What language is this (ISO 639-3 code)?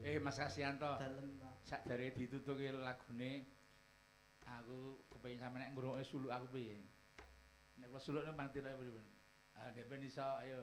jav